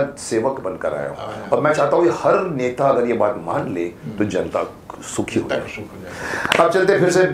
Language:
Hindi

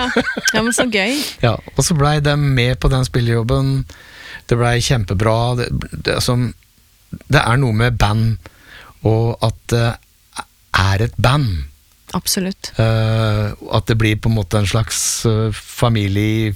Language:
Norwegian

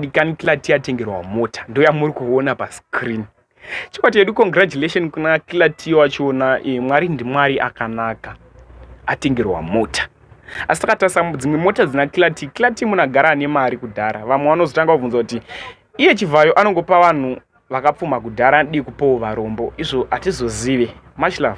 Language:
Shona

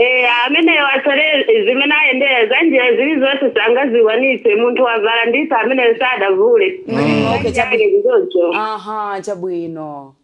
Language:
Nyanja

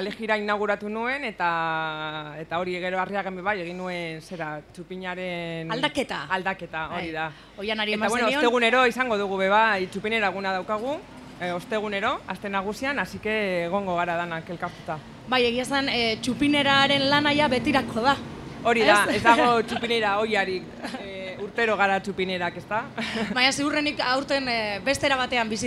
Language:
Basque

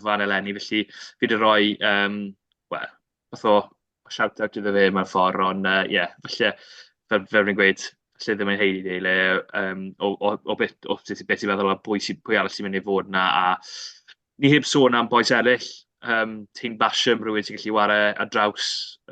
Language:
Welsh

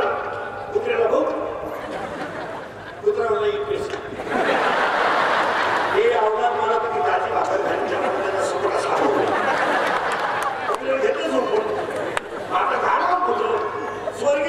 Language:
Marathi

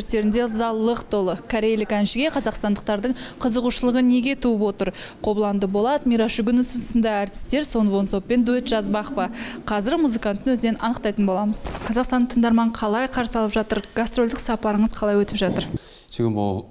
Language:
Kazakh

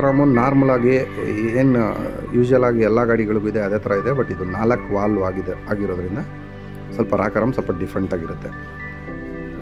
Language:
Kannada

